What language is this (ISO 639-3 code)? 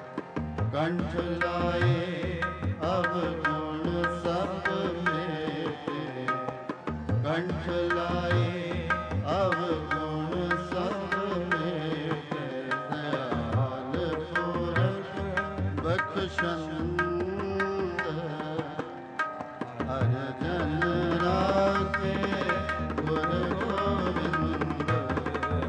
pan